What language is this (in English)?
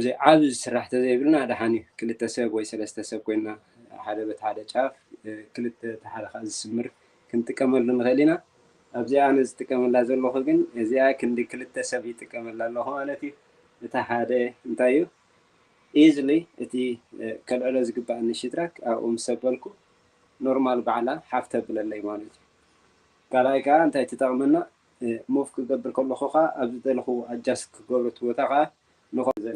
Tigrinya